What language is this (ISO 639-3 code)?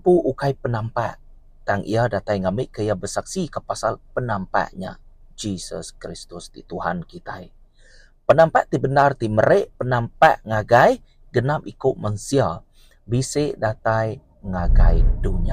iba